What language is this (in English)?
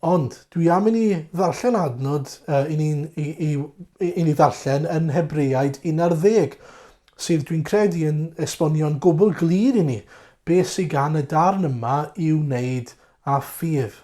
Welsh